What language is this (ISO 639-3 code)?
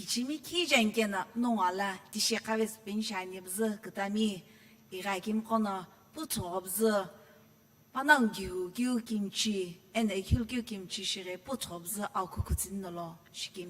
nsm